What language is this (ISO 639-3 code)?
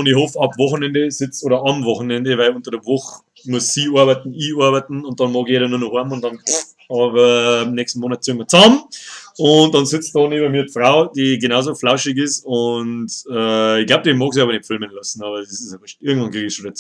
bar